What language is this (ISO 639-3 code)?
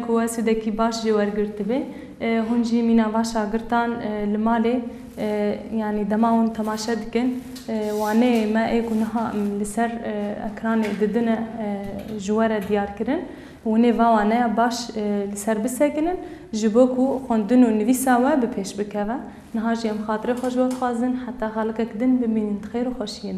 kur